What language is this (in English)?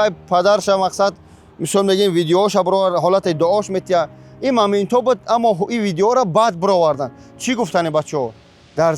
Tajik